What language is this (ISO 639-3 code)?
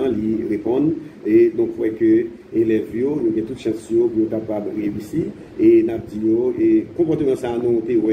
hat